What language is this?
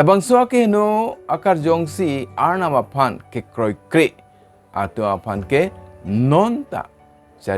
Karbi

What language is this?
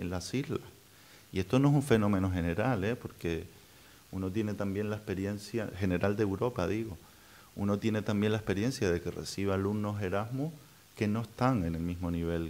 Spanish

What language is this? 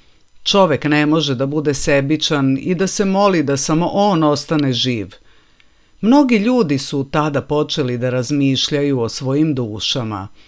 Serbian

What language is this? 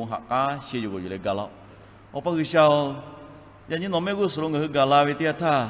Lahu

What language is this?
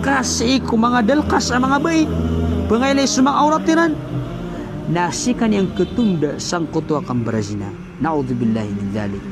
Maranao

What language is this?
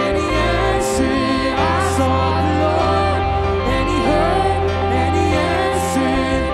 Papiamento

